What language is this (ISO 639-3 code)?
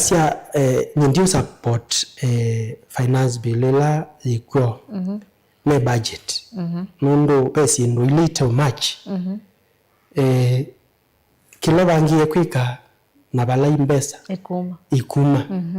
kam